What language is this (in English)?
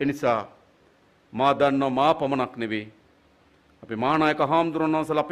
Sinhala